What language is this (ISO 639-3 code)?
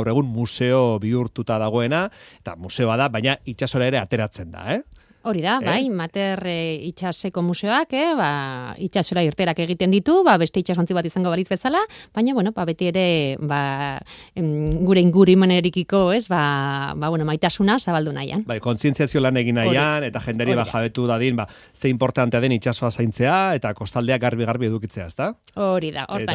eus